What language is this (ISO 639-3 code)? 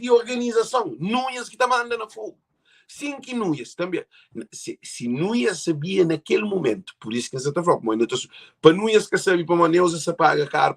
kea